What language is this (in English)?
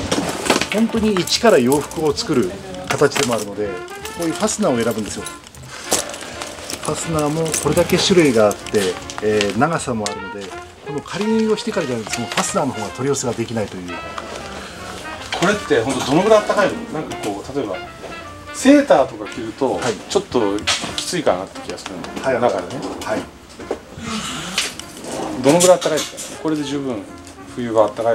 Japanese